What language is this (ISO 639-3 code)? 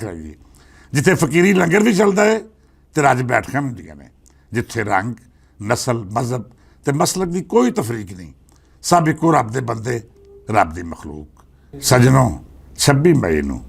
lah